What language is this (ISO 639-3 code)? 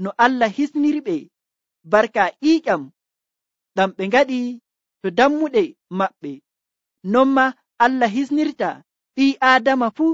fuv